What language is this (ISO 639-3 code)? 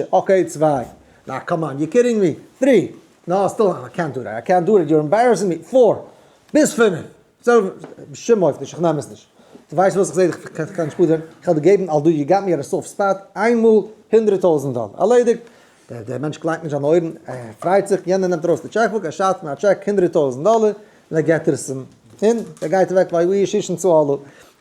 yid